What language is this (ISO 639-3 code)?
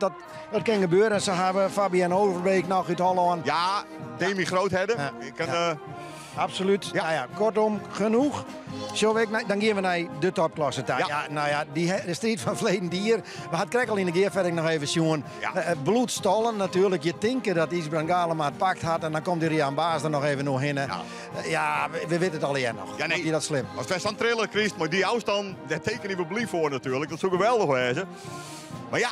fry